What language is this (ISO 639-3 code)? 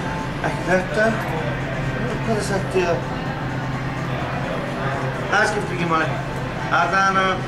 isl